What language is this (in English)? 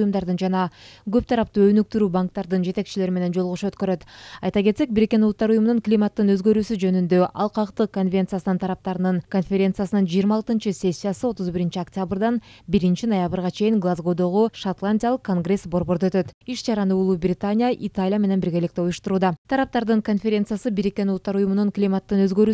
Kyrgyz